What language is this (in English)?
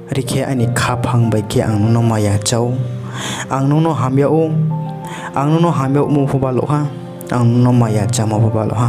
Riang (India)